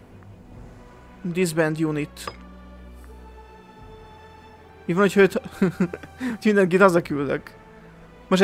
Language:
Hungarian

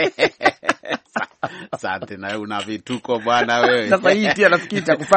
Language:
Swahili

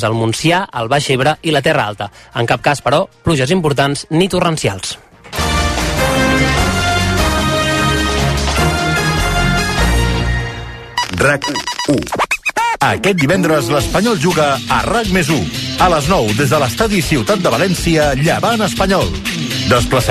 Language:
Catalan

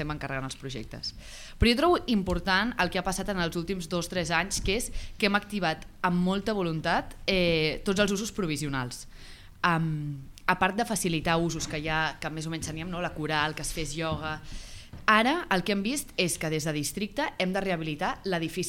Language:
Catalan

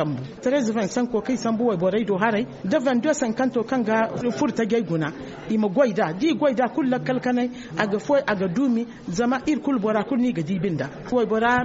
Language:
Zarma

